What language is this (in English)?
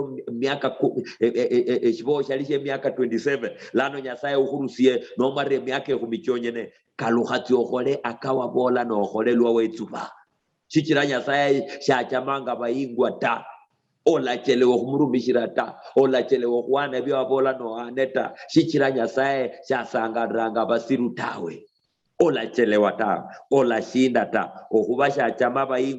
Luyia